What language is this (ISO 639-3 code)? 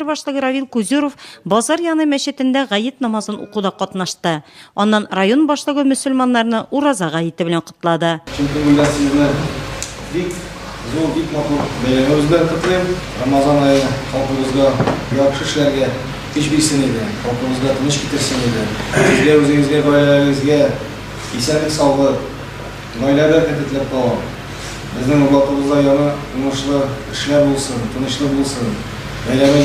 tat